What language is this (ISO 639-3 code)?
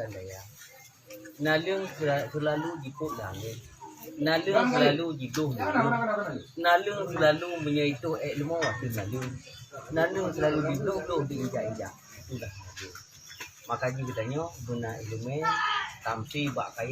ace